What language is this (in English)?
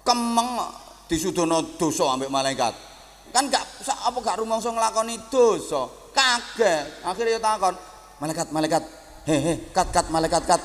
Javanese